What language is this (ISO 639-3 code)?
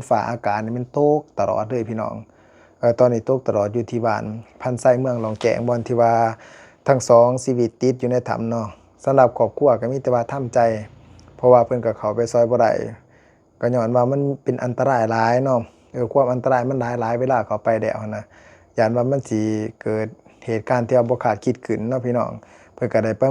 lao